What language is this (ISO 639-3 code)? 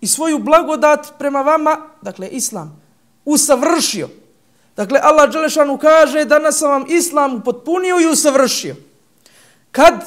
bos